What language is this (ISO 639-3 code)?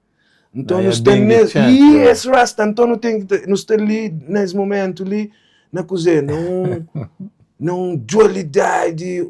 kea